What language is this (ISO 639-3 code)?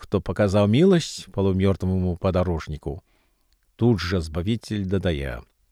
bel